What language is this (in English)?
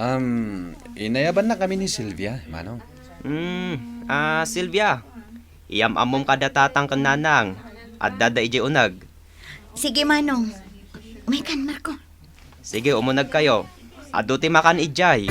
Iloko